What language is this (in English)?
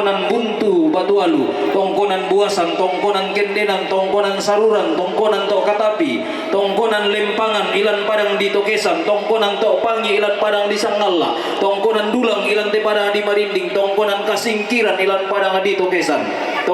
Toraja-Sa'dan